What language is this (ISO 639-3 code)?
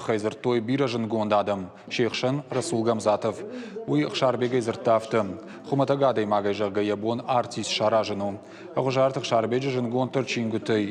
oss